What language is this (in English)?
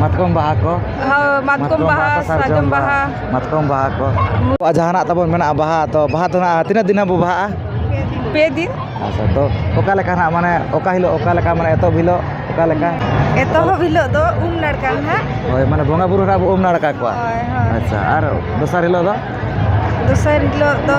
Santali